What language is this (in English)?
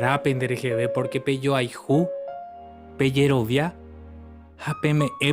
Guarani